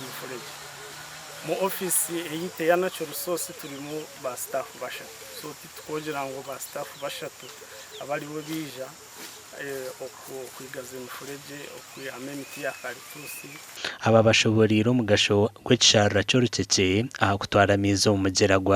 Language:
Nyankole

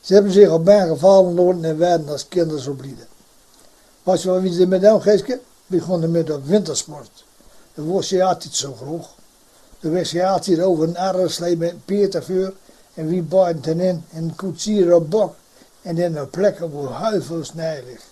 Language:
Gronings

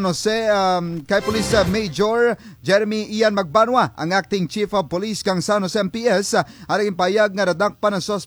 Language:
Kinaray-a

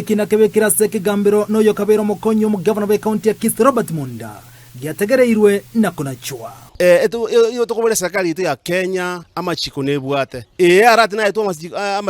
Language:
Gusii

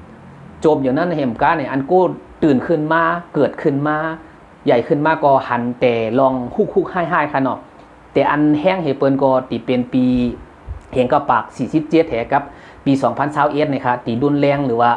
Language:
Shan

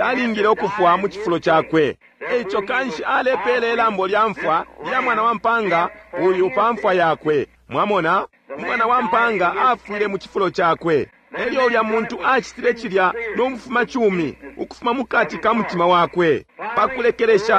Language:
Bemba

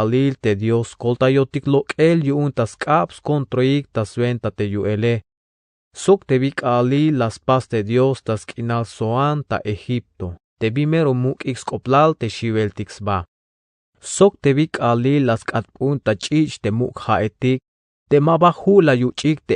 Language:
Tzeltal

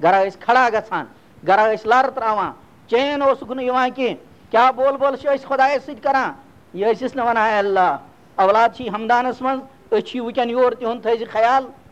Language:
Kashmiri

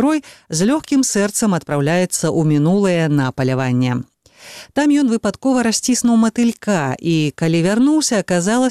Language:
Belarusian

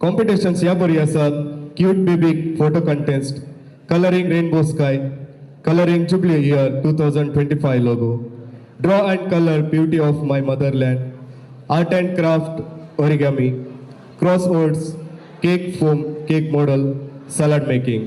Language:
Konkani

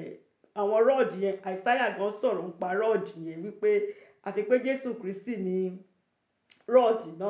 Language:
Yoruba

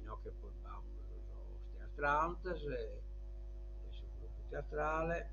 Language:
Sardinian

